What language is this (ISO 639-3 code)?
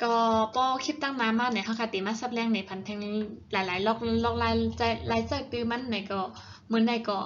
shn